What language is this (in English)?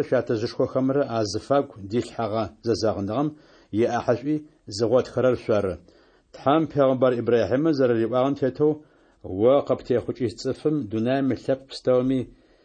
Adyghe